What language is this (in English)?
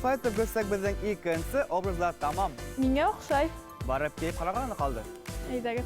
Bashkir